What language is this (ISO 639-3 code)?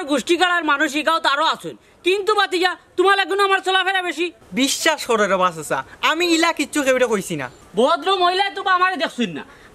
syl